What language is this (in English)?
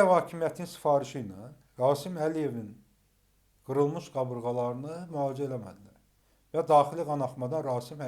Azerbaijani